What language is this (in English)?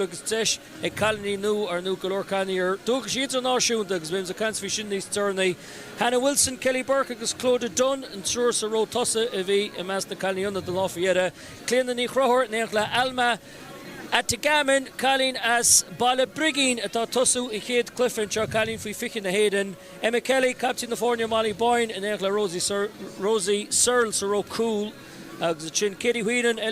Irish